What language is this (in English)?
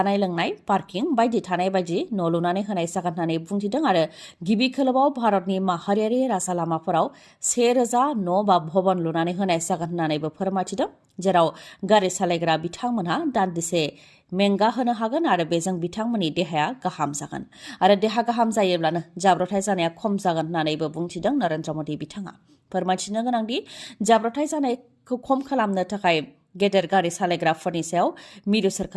Bodo